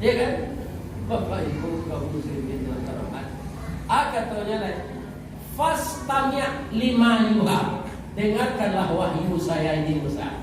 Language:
Minangkabau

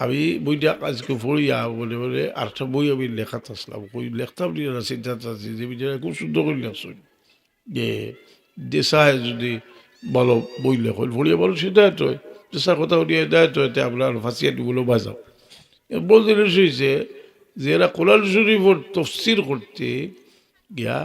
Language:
Sylheti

